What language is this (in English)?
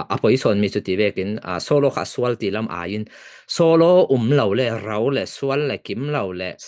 Falam Chin